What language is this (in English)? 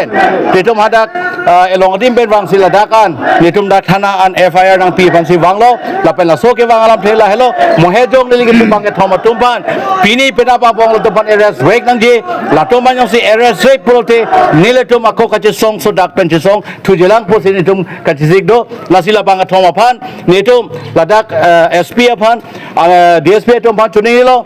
Karbi